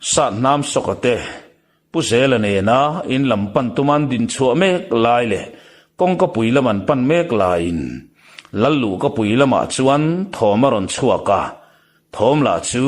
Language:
Mizo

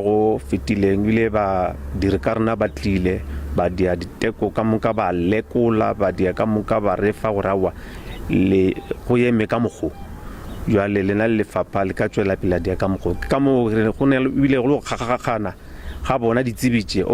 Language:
Northern Sotho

